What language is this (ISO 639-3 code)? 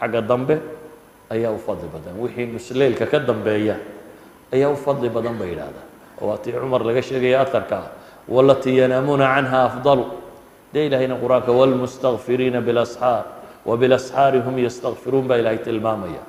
som